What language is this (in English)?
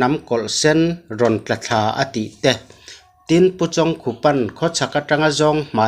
Mizo